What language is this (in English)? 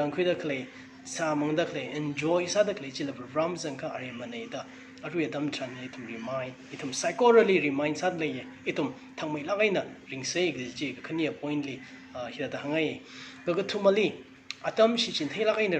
Tangkhul Naga (India)